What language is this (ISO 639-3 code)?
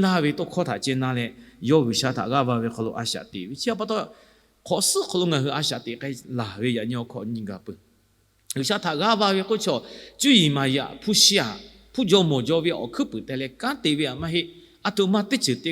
lhu